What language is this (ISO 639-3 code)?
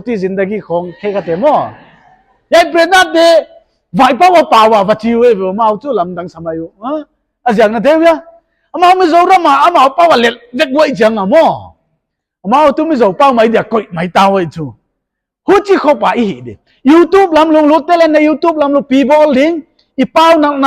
pck